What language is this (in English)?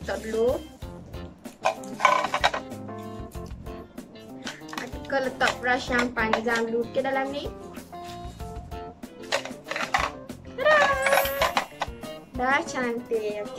Malay